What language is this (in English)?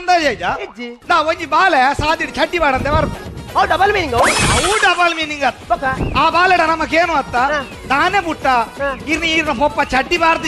Tulu